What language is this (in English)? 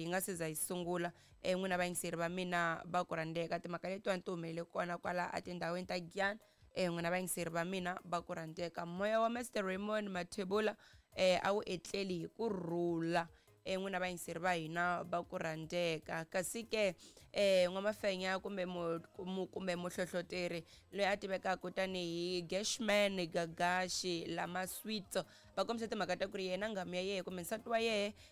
Tsonga